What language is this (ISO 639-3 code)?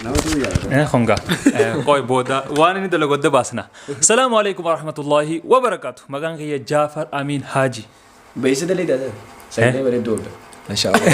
orm